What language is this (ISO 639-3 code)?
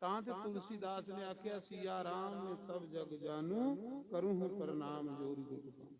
doi